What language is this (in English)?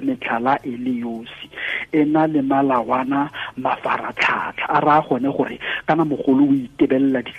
Tswana